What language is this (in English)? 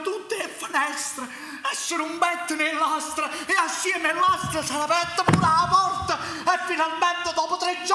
Neapolitan